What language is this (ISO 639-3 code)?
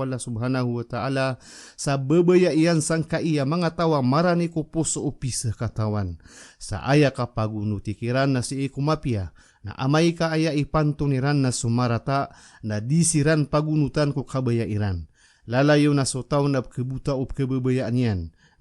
mrw